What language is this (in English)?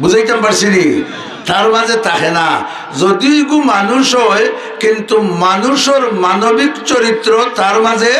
Sylheti